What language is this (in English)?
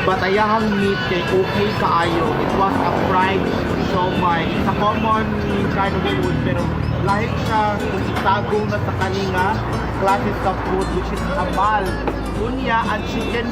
Cebuano